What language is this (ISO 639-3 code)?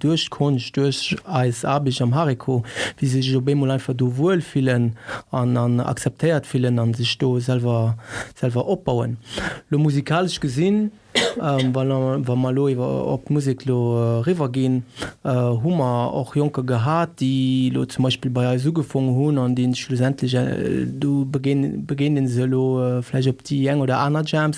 ltz